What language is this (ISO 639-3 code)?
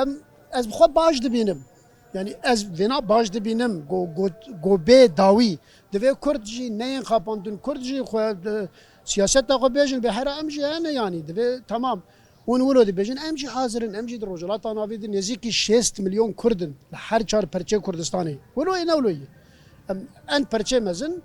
kur